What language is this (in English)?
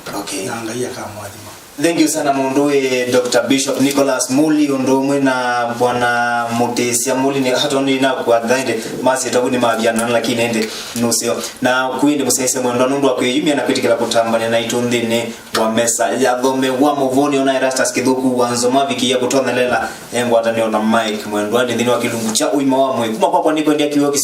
Kamba